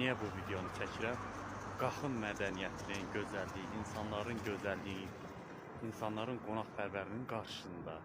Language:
Azerbaijani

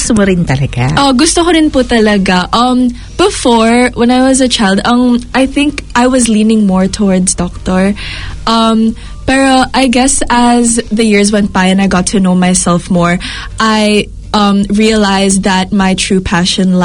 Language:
Filipino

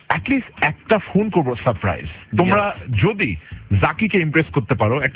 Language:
Bangla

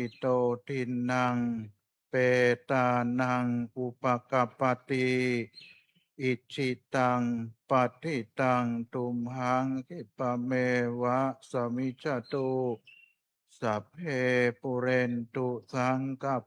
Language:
Pali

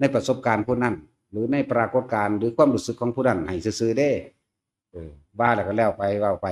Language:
Northeastern Thai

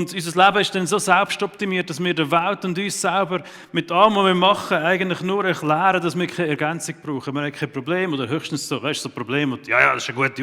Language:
Swiss German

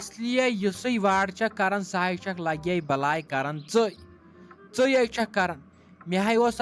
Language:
Kashmiri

